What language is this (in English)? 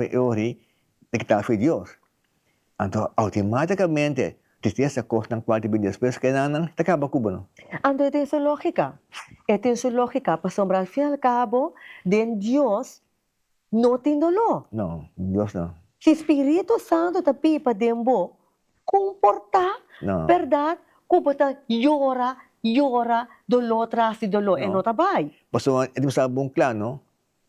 Papiamento